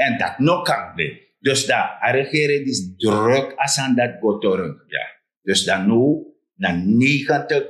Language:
Sranan Tongo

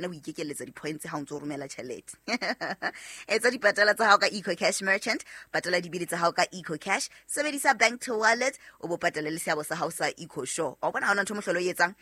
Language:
Southern Sotho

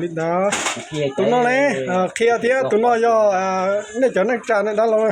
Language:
Hmong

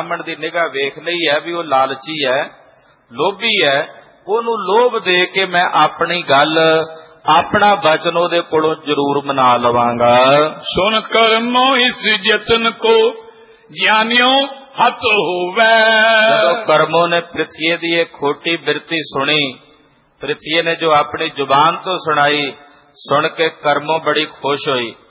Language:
Punjabi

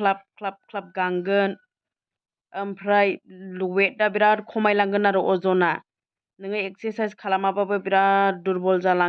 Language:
Bodo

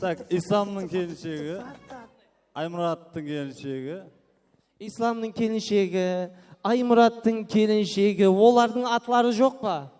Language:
Kara-Kalpak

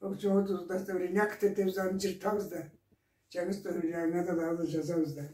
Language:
Karachay-Balkar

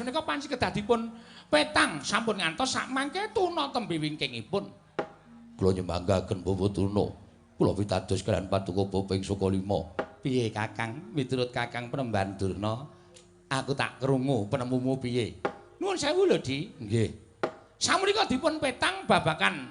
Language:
Javanese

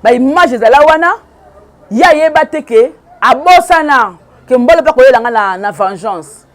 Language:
Lingala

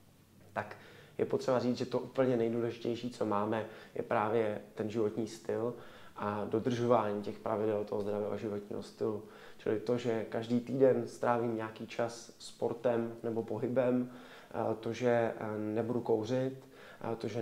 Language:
Czech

